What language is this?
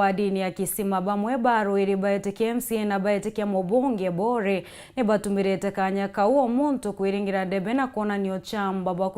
Meru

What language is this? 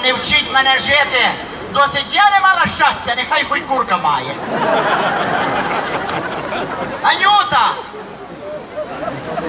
Ukrainian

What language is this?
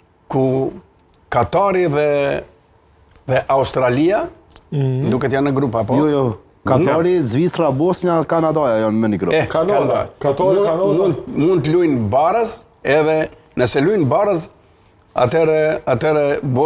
Albanian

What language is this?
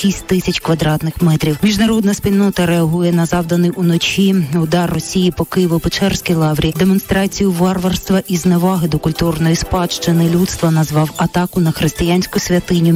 Ukrainian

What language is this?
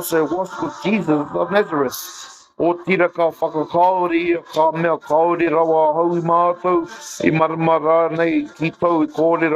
Māori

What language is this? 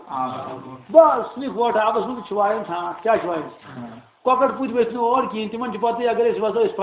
Kashmiri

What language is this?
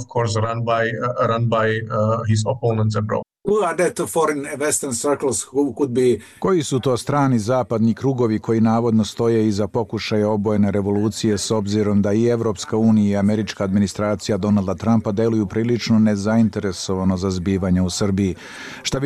Serbian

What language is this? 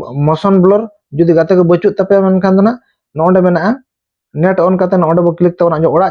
Santali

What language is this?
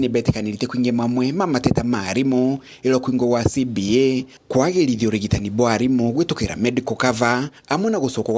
Meru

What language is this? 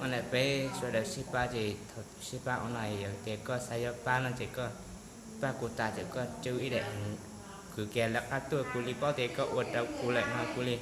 Hmong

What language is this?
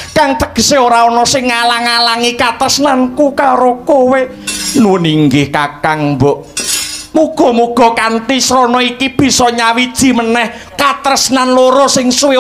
Javanese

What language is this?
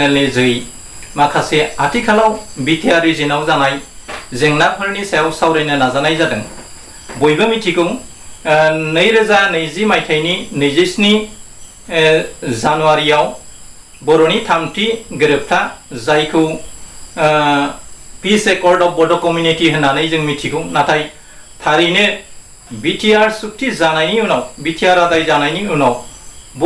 Bodo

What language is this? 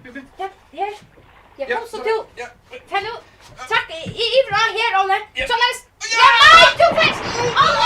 Faroese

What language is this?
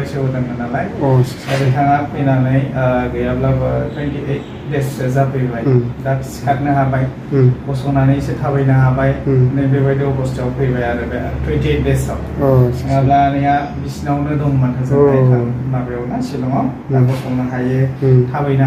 Bodo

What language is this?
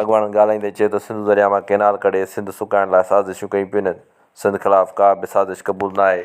Sindhi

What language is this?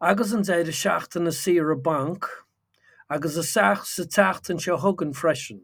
Irish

